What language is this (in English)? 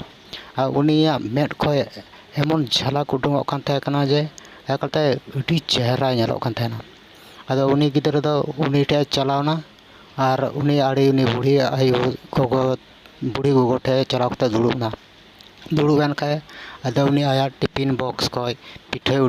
Santali